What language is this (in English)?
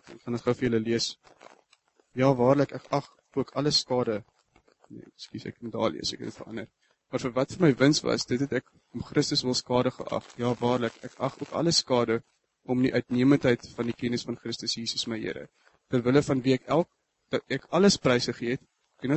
Afrikaans